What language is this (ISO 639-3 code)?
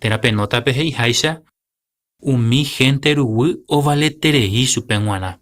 grn